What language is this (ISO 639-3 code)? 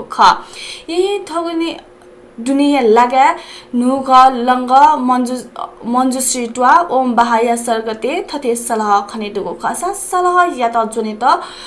new